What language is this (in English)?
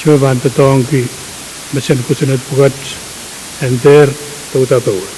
Pohnpeian